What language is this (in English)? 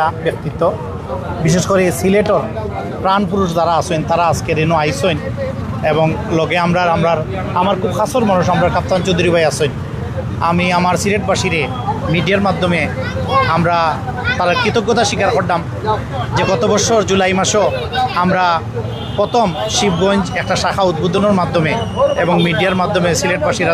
Sylheti